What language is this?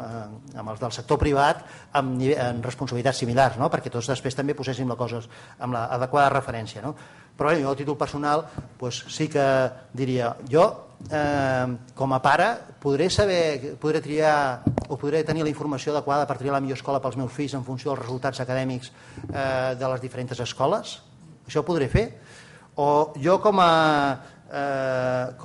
Catalan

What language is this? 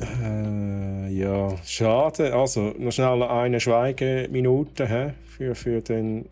Swiss German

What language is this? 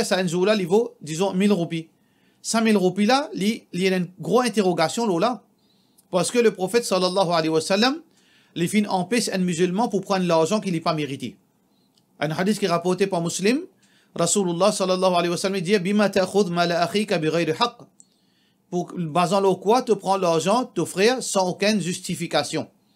Morisyen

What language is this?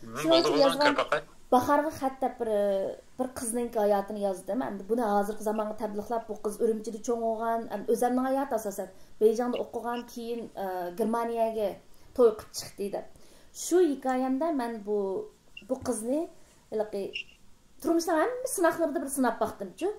Uyghur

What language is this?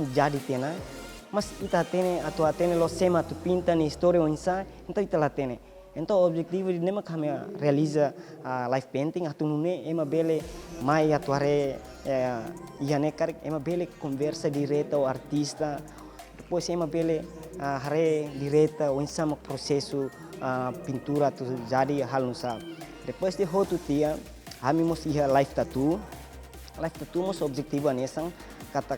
Tetum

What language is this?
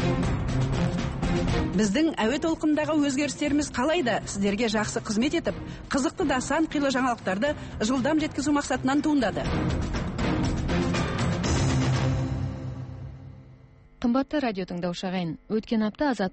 Kazakh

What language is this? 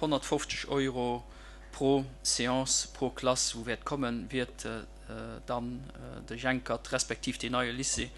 Luxembourgish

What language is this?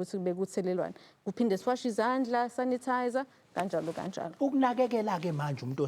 Zulu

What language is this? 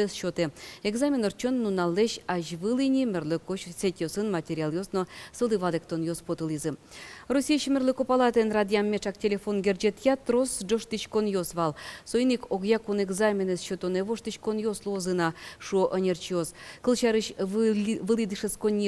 Udmurt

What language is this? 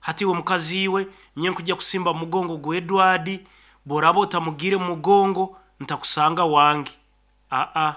Nyankole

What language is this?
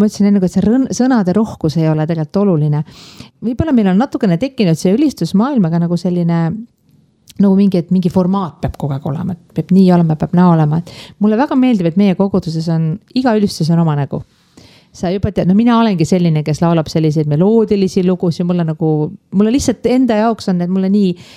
Estonian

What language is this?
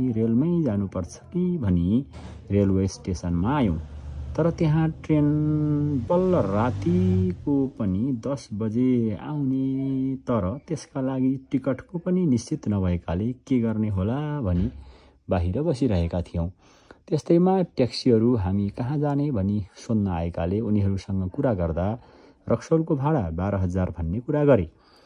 Nepali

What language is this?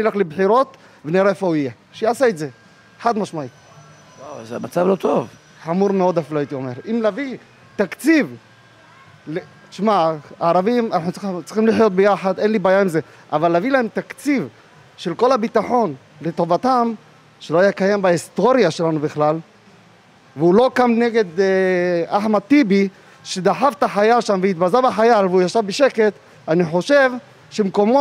Hebrew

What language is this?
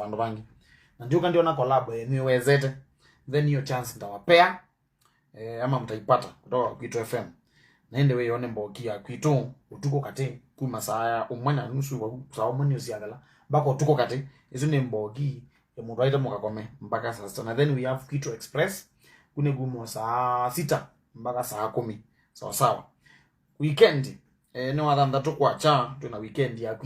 Kamba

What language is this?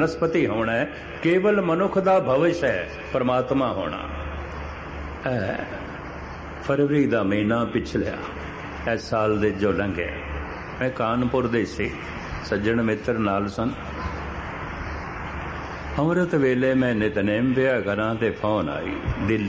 Punjabi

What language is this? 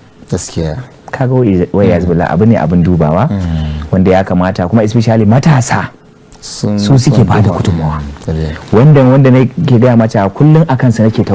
Hausa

